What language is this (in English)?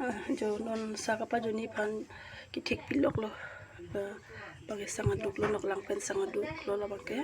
Karbi